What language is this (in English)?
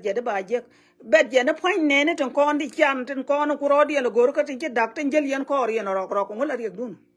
Nuer